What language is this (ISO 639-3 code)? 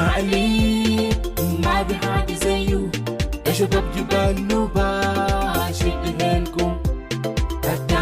mor